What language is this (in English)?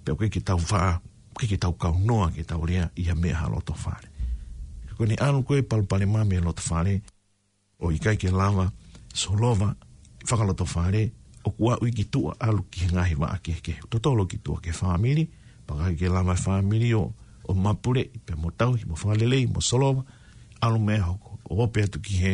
Tongan